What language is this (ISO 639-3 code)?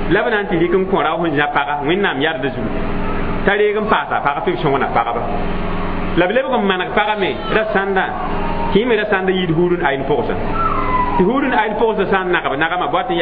mos